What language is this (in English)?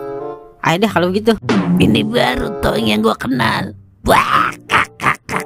Betawi